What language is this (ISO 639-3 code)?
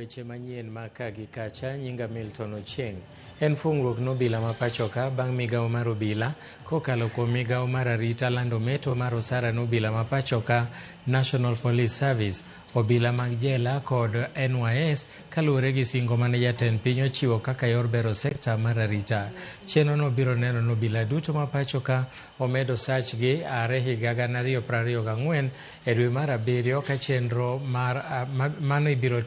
luo